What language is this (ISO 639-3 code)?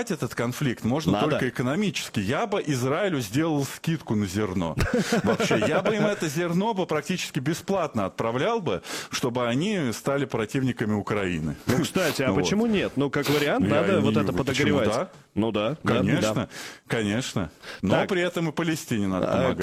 rus